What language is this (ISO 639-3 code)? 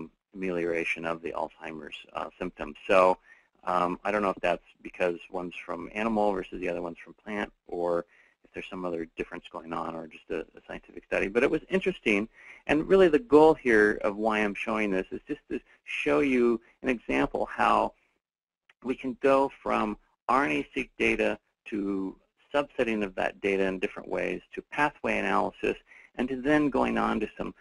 eng